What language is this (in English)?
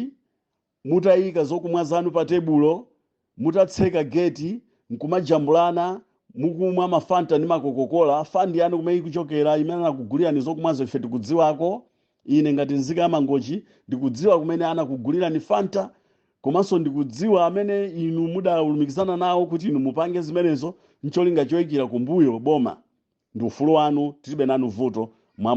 Nyanja